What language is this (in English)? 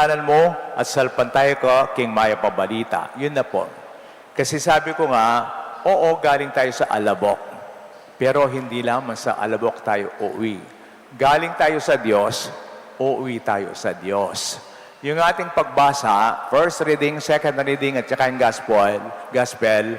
Pampanga